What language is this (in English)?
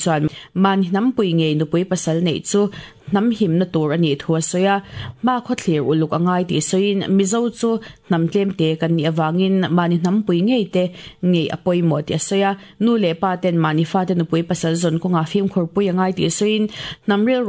Mizo